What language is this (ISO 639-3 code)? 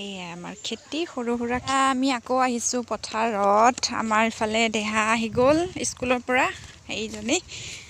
asm